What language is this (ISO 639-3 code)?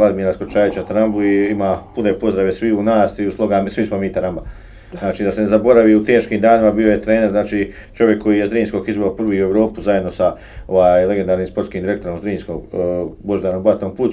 bos